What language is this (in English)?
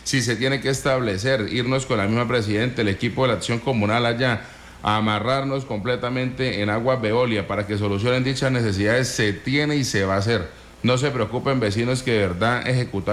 Spanish